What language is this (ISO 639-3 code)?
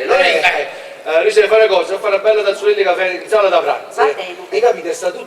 nap